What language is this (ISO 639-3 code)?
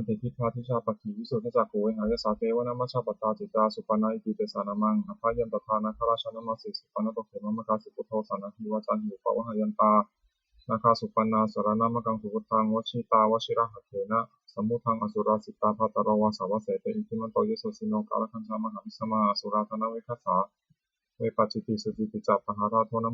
pli